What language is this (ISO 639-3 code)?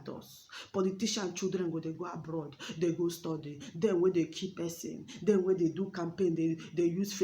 pcm